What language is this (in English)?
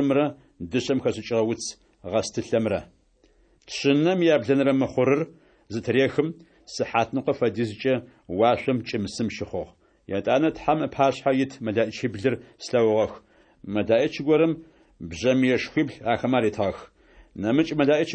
Adyghe